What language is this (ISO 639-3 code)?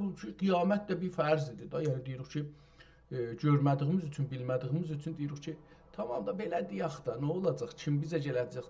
azb